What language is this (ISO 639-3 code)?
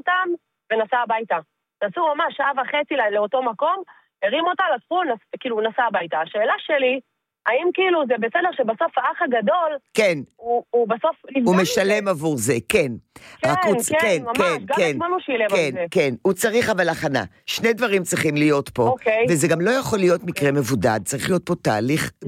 heb